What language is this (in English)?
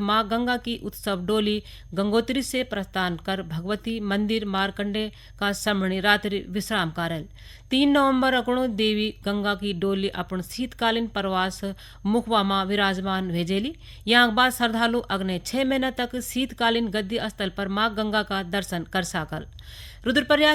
Garhwali